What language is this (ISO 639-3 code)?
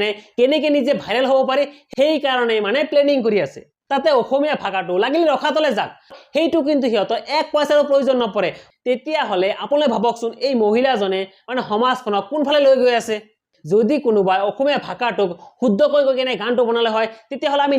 asm